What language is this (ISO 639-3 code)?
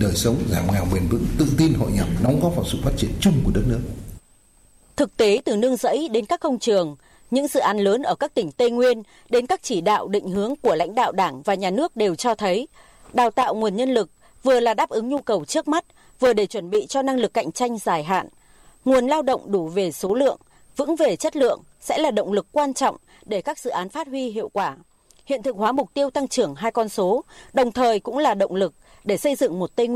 vie